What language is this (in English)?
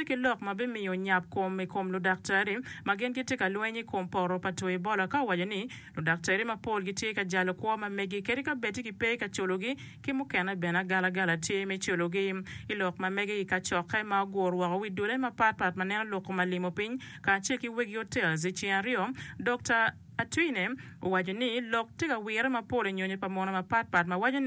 Acoli